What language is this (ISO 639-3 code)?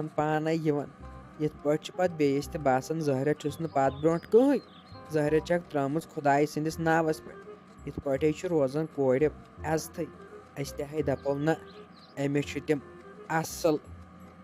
kas